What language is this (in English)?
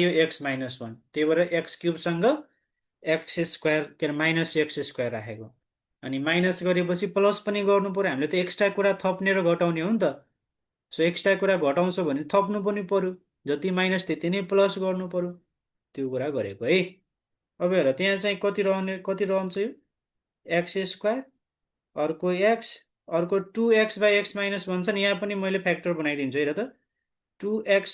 Nepali